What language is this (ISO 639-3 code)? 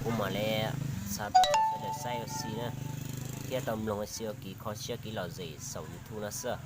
hmn